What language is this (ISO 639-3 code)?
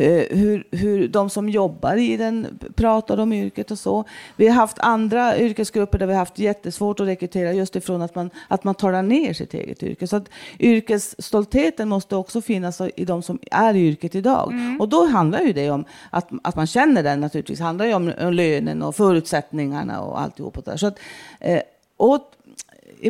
swe